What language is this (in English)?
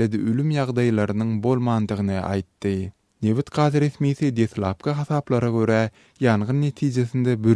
Turkmen